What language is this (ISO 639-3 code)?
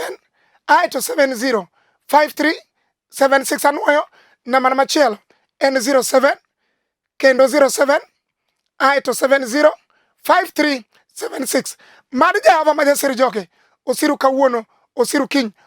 luo